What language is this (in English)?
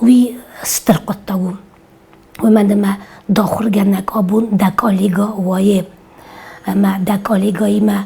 Ossetic